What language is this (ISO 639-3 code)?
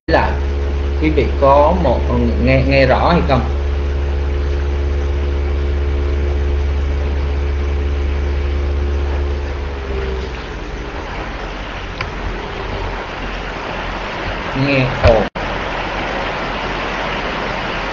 vie